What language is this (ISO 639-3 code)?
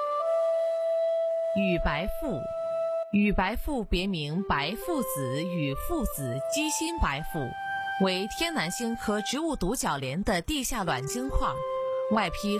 zho